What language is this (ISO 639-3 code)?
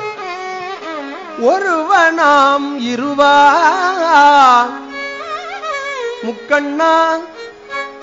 tam